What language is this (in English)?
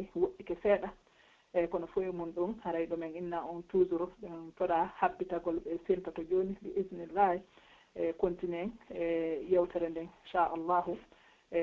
Pular